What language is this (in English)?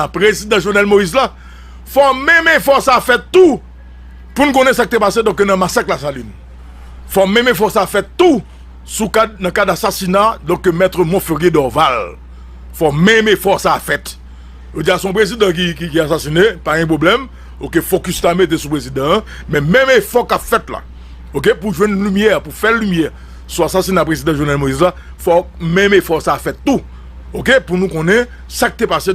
Haitian Creole